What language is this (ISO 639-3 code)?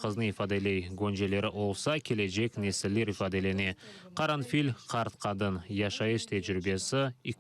crh